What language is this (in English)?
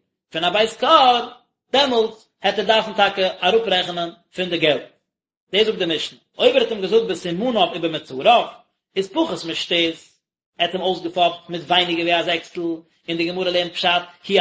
Yiddish